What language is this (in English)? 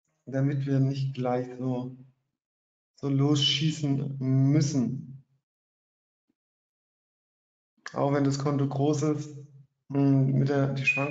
German